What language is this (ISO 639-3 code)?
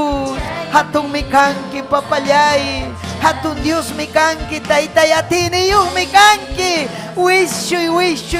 quy